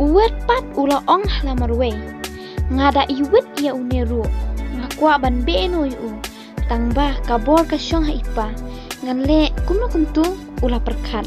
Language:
Khasi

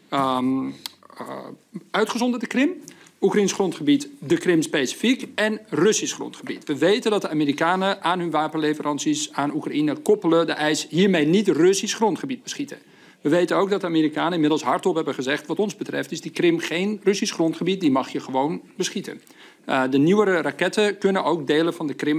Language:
Dutch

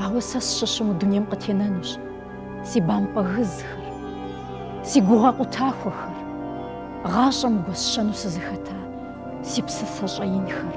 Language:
Kabardian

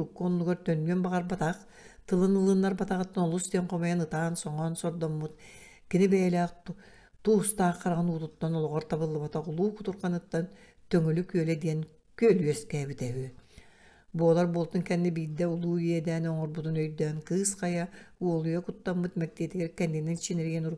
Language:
Yakut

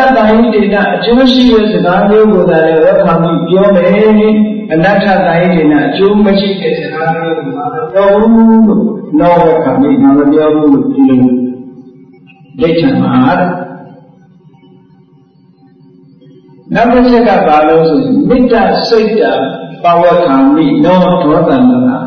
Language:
Burmese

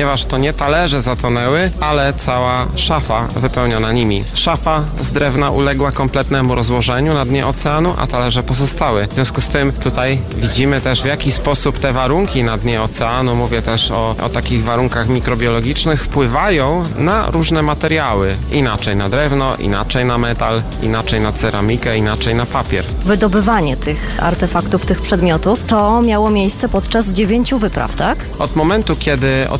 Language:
Polish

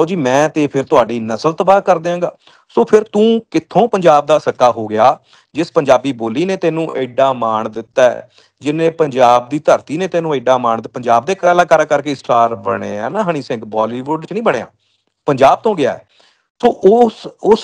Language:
Punjabi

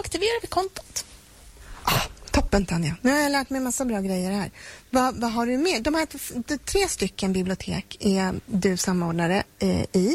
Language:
Swedish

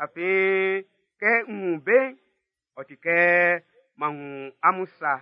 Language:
Baoulé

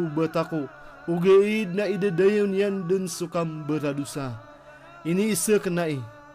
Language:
Maranao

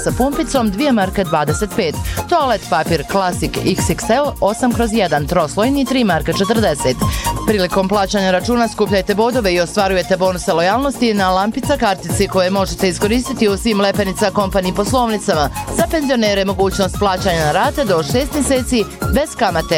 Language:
Bosnian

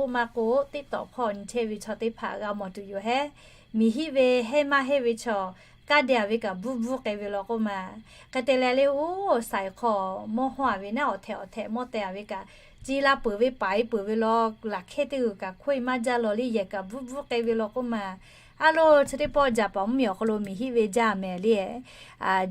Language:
Lahu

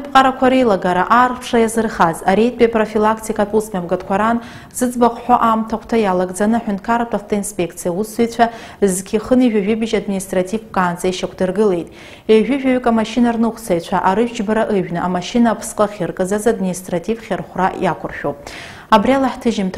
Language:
Abkhazian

